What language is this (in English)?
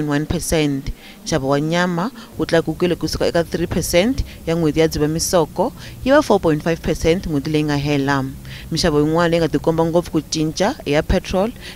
Tsonga